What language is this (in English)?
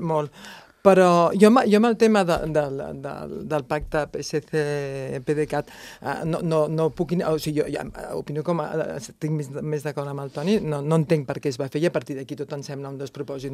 Catalan